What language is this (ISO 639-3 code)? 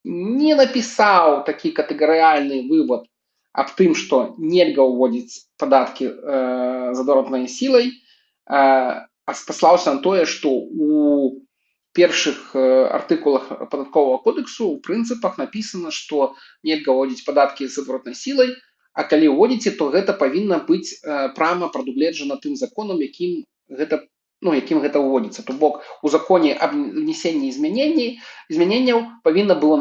bel